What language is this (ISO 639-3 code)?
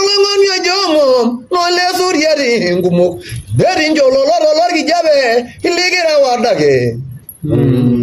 mas